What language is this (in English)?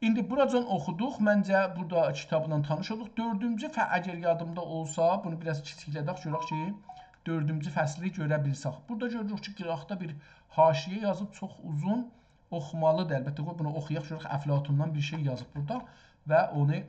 South Azerbaijani